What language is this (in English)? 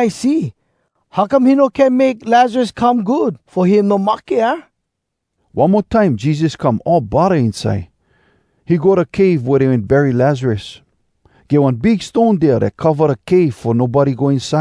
Hawai'i Creole English